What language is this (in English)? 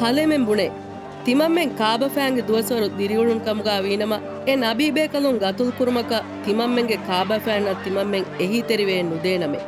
Divehi